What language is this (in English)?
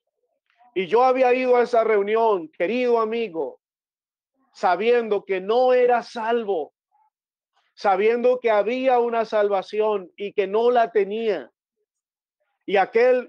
Spanish